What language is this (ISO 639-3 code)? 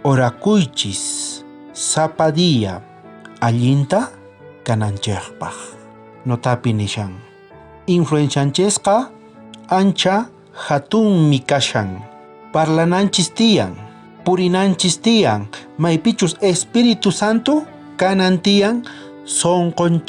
quh